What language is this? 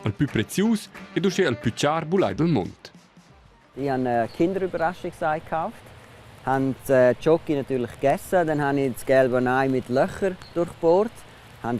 Romansh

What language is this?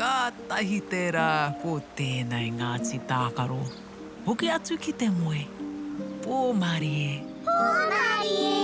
Māori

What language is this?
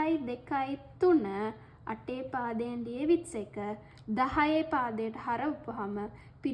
Sinhala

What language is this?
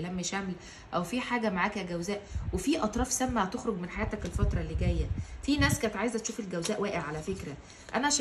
Egyptian Arabic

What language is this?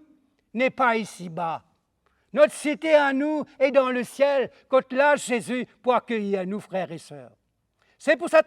Morisyen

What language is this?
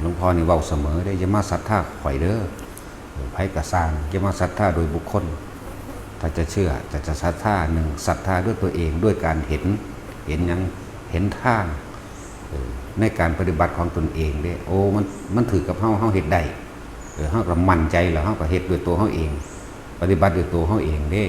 Northeastern Thai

